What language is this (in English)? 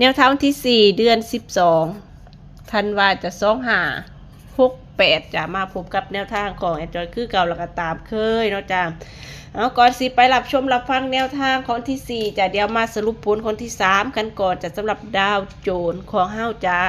Northeastern Thai